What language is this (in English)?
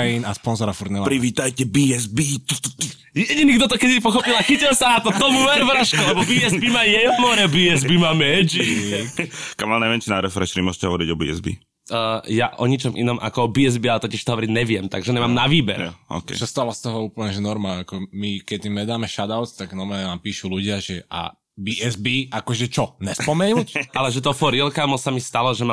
Slovak